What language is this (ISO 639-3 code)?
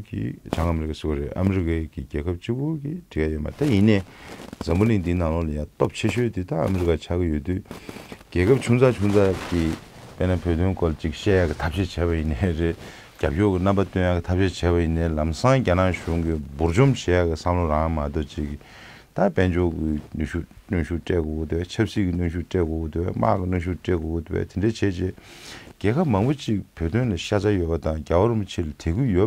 bod